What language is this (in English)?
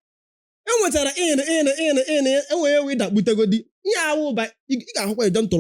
Igbo